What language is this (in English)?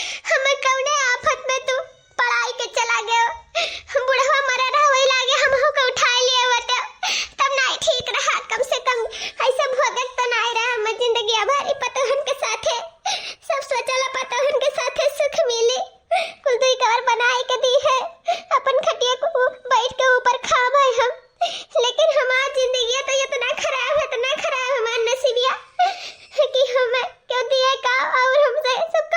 Awadhi